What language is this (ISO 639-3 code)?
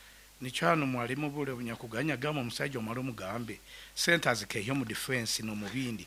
nyn